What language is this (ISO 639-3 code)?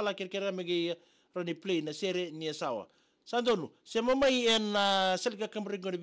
fij